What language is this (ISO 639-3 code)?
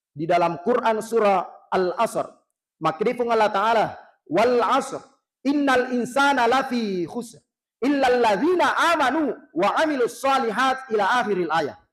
bug